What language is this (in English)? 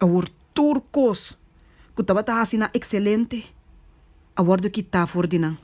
Papiamento